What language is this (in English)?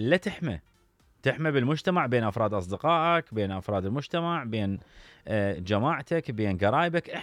Mesopotamian Arabic